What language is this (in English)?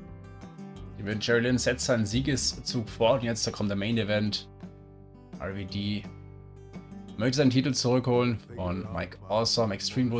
German